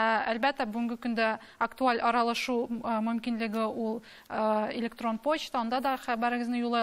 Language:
Tatar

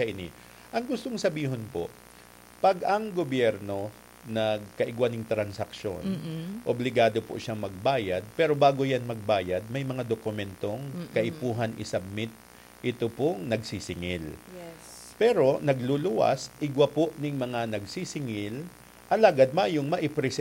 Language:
Bikol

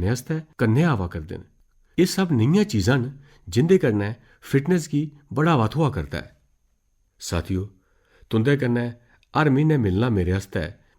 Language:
Dogri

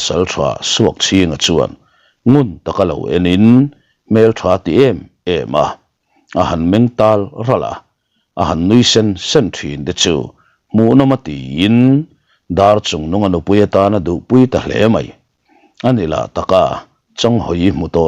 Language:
Mizo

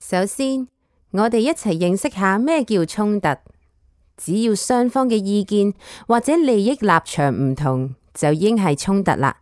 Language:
Cantonese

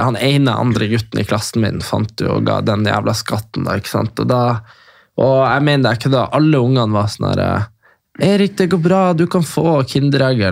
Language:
Norwegian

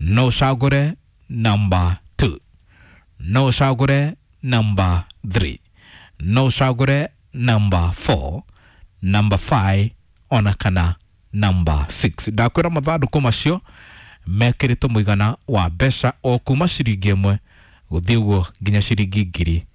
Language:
Kikuyu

